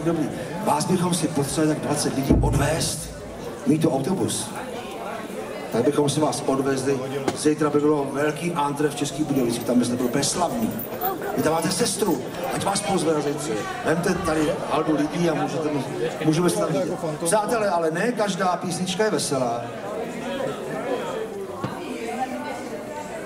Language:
Czech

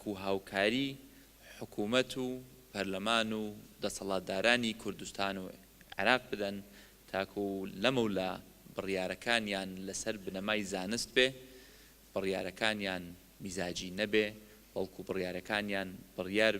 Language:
Central Kurdish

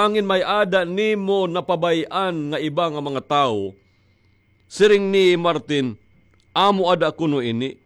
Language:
Waray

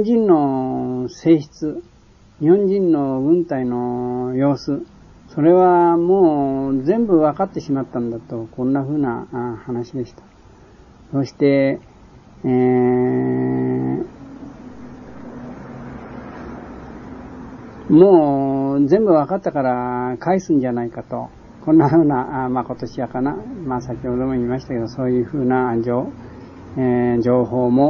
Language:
Japanese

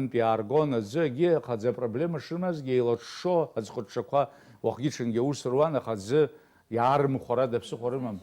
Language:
Abkhazian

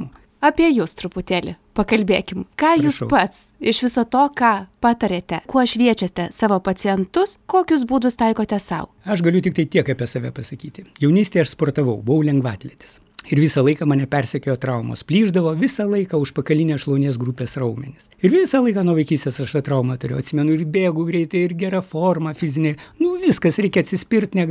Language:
Lithuanian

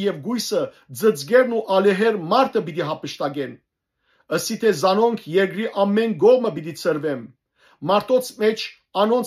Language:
Western Armenian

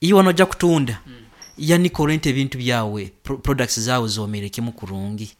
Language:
Nyankole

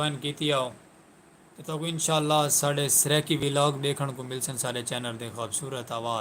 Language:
Saraiki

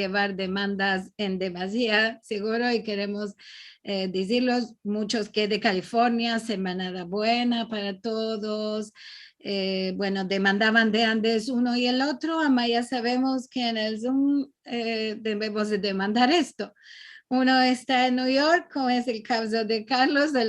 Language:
Ladino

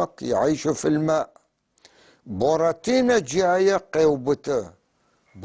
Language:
North Levantine Arabic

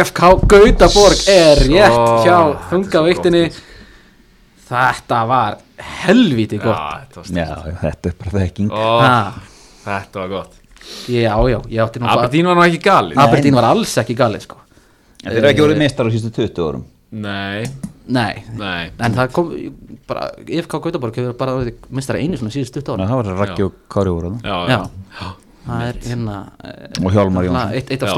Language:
Icelandic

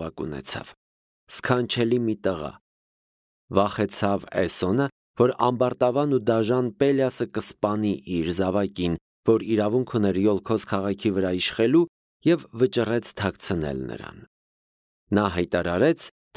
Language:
Armenian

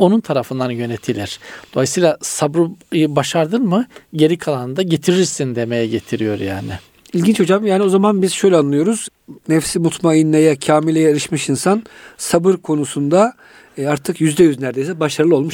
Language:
Turkish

